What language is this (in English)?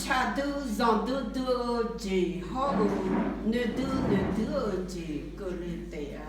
Akha